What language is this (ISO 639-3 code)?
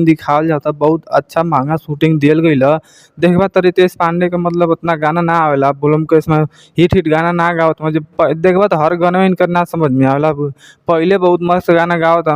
bho